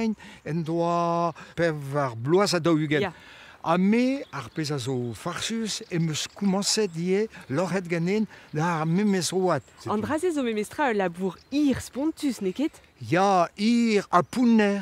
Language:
Breton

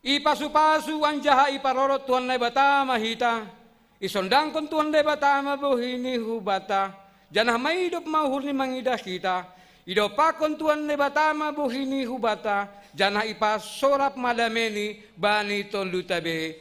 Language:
Batak Simalungun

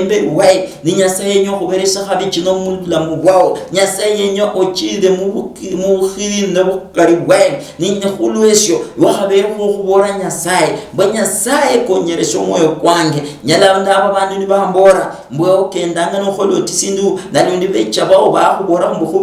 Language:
Luyia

